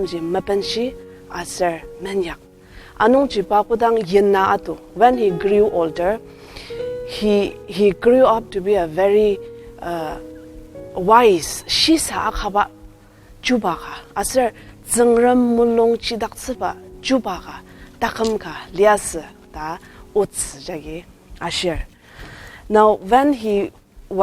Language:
Ao Naga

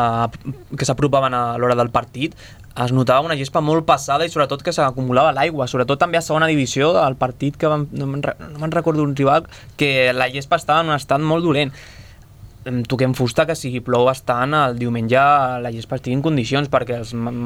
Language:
Catalan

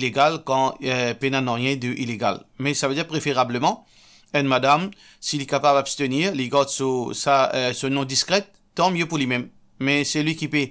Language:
Morisyen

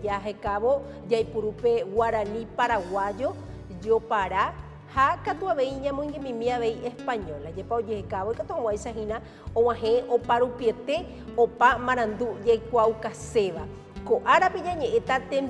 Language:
Guarani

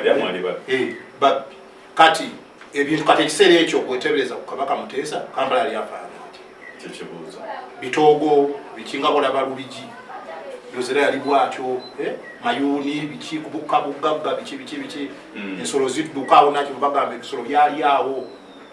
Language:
Ganda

